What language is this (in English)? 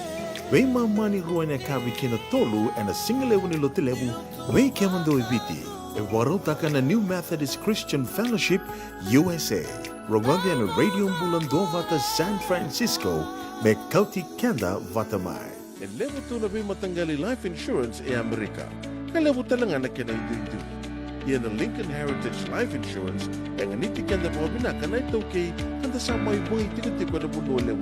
Fijian